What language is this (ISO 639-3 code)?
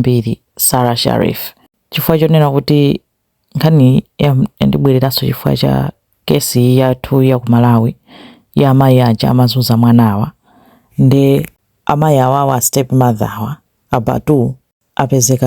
nya